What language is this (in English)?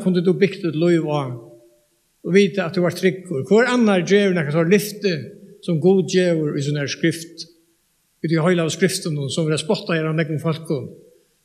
Faroese